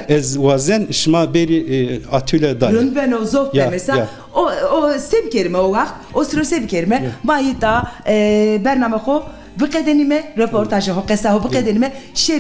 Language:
Zaza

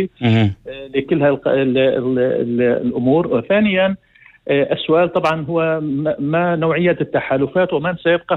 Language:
North Levantine Arabic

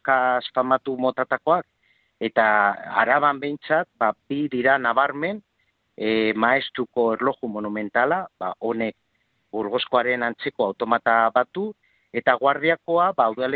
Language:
Basque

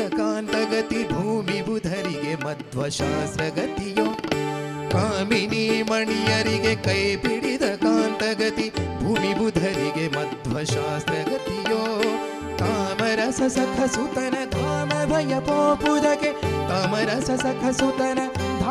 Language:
Kannada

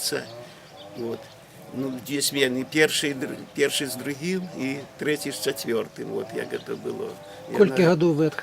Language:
Belarusian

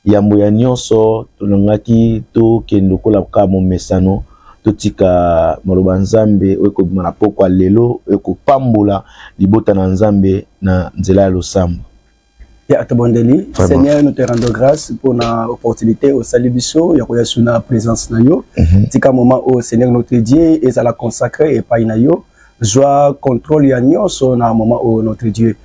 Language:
Lingala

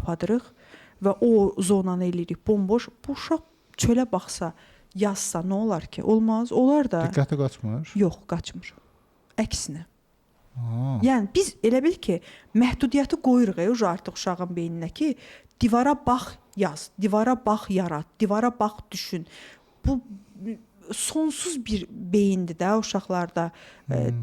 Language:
Azerbaijani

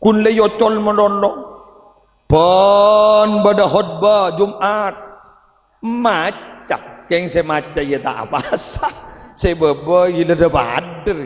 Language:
Madurese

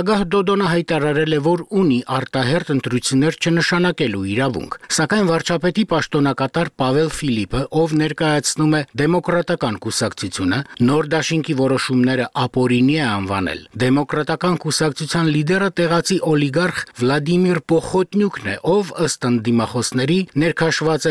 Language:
Armenian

